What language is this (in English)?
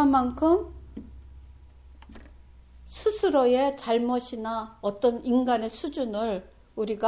Korean